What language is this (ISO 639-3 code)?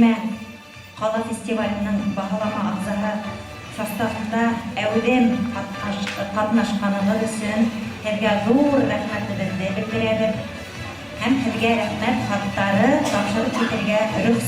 bak